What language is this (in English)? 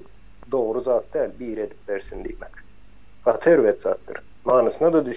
Turkmen